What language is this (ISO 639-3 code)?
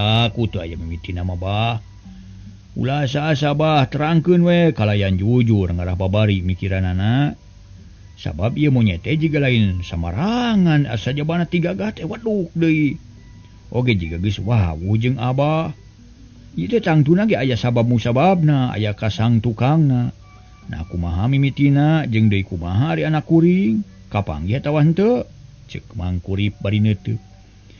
sun